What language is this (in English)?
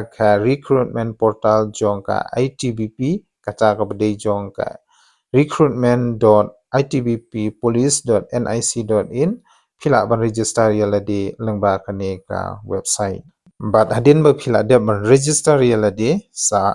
Khasi